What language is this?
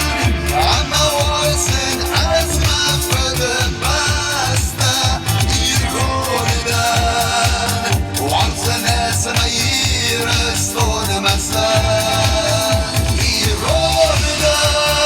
Ossetic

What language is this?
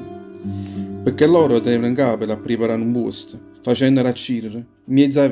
Neapolitan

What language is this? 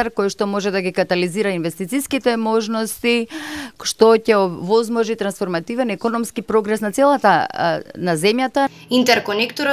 Macedonian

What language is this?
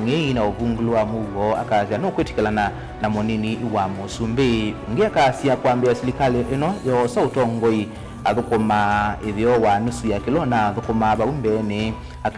Kamba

